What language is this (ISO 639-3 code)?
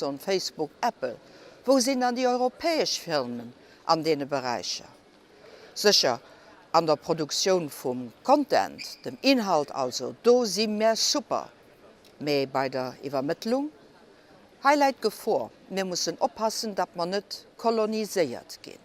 ltz